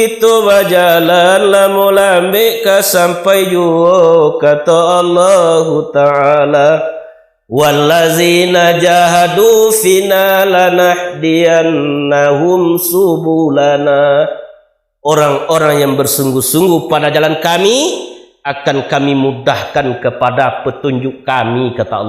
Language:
Minangkabau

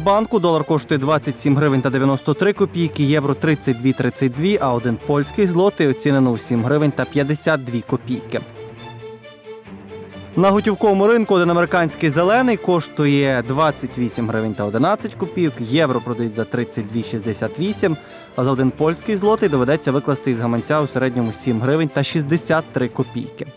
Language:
Ukrainian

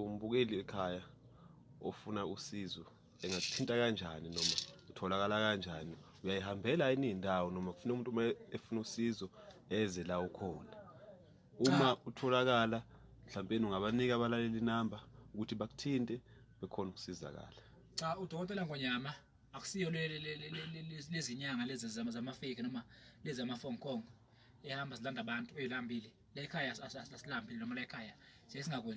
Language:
Zulu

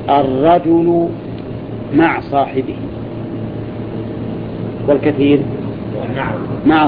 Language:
Arabic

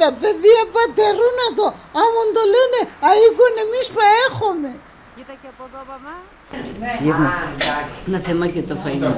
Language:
Pontic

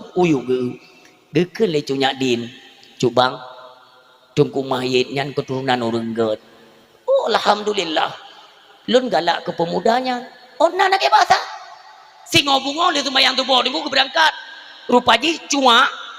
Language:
Achinese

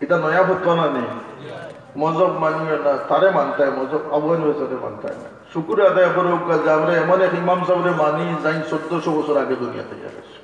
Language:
Sylheti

